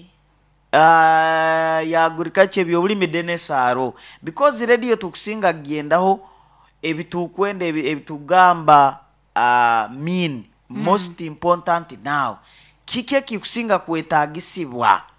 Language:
Nyoro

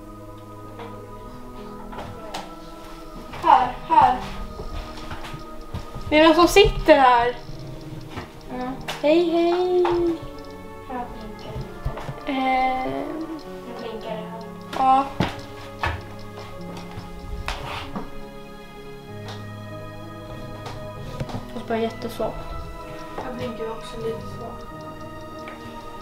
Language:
Swedish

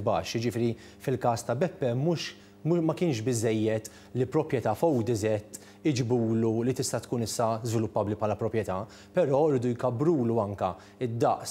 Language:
Maltese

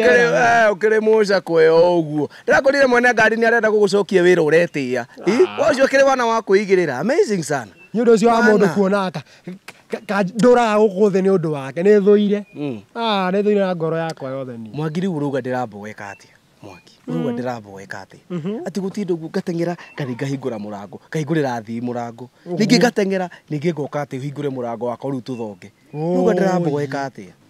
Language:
Kikuyu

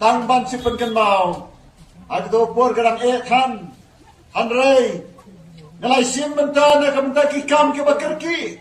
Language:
Khasi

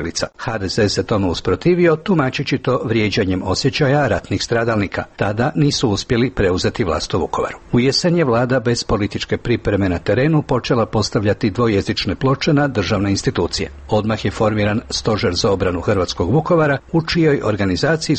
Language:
Croatian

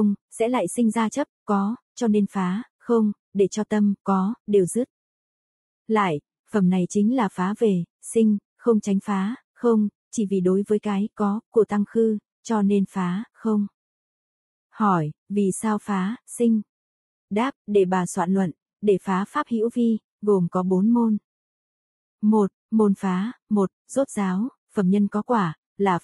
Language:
Vietnamese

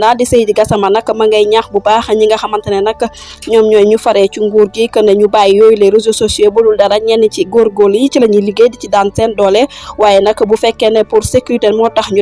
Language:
Wolof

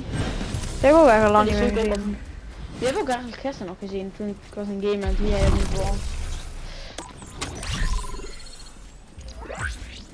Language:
Dutch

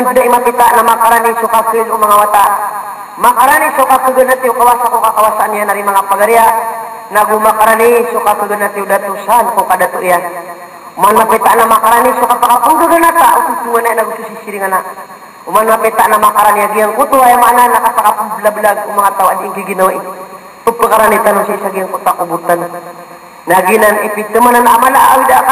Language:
Maranao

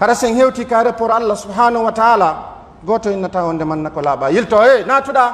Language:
Pular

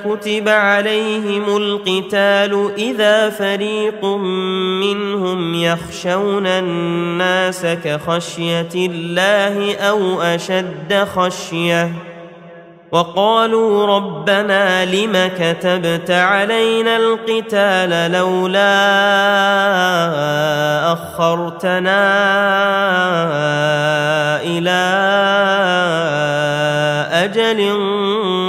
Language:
Arabic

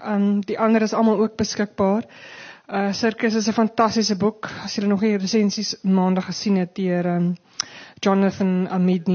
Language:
Afrikaans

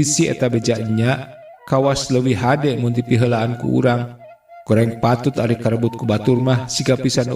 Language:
Sundanese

